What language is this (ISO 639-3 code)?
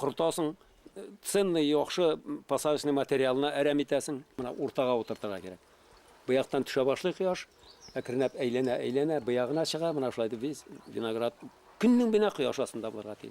bak